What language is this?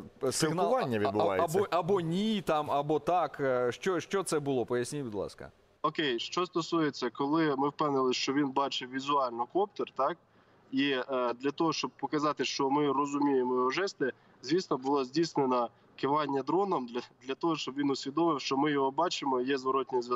Ukrainian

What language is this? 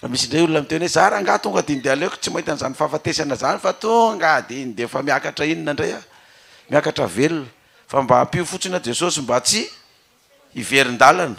Malagasy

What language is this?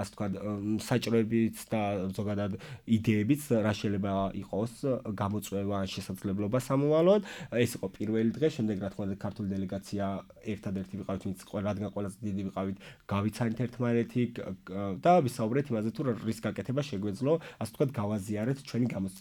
Georgian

